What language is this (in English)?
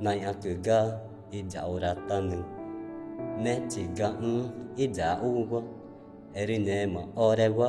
Ticuna